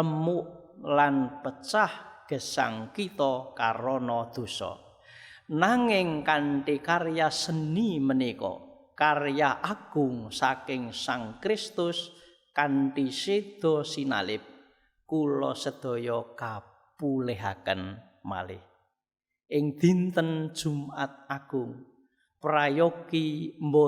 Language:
Javanese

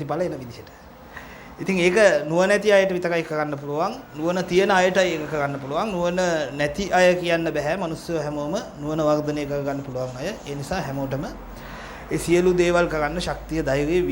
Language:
Sinhala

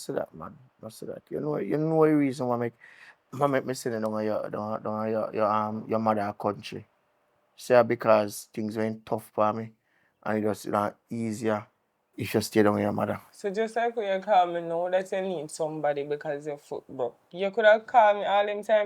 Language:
Jamaican Creole English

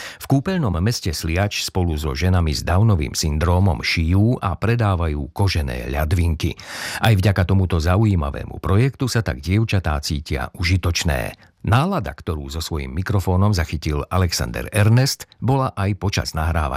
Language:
Slovak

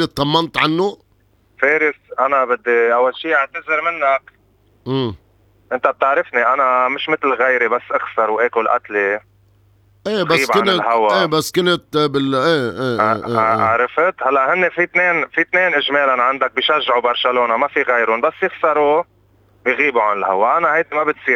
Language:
North Levantine Arabic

